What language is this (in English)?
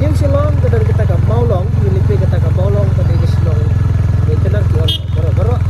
Khasi